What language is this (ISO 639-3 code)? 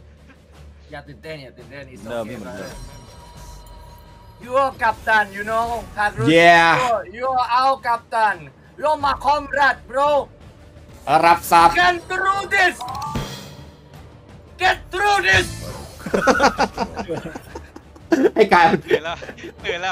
tha